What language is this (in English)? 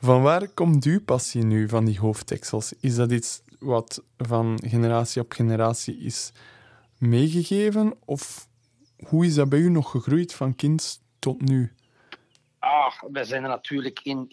Dutch